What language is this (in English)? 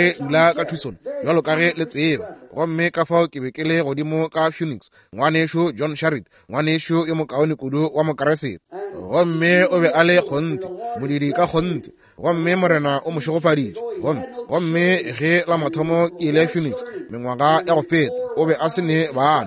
Northern Sotho